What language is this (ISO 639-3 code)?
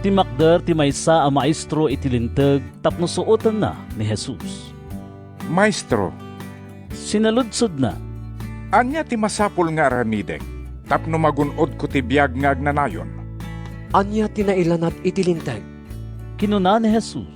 ilo